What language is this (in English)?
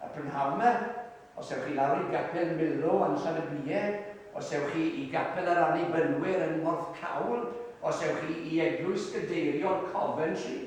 Welsh